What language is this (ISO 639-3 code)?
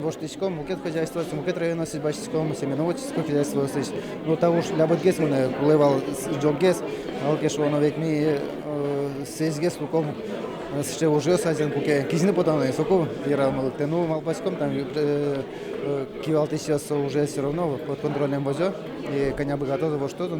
udm